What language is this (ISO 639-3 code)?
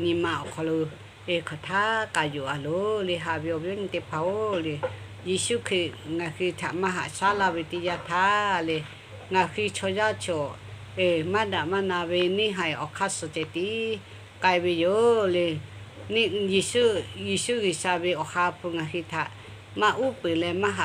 lhu